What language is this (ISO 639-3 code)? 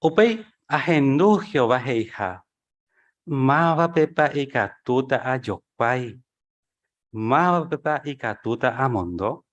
grn